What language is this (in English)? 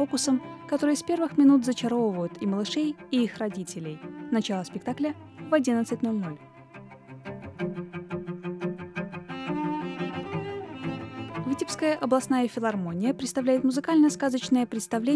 Russian